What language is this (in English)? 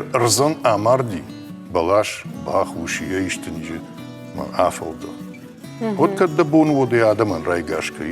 Ossetic